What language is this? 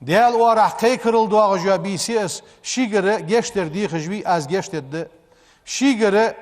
Ingush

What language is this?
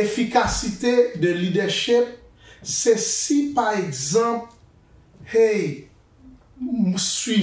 Haitian Creole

